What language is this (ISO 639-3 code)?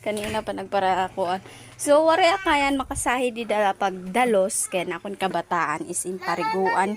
war